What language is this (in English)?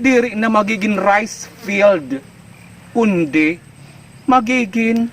Waray